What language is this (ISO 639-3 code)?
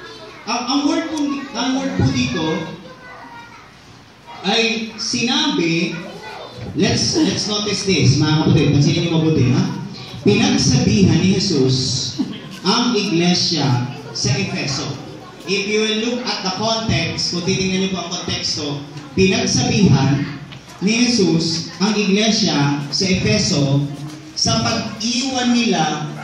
fil